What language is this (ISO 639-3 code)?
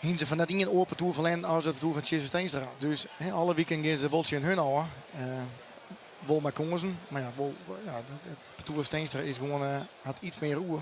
fry